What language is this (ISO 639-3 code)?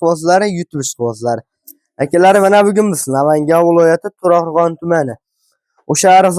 uzb